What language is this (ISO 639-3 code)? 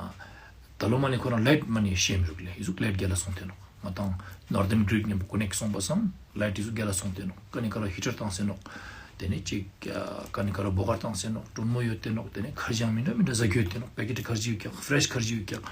lbj